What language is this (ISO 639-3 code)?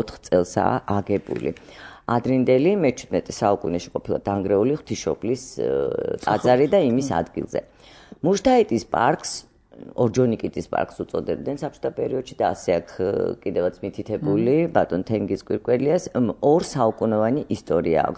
kat